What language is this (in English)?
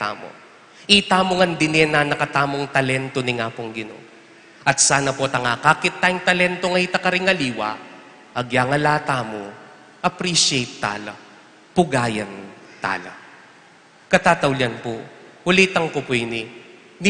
Pampanga